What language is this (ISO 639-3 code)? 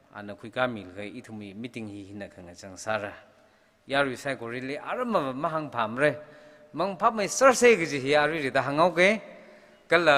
nmf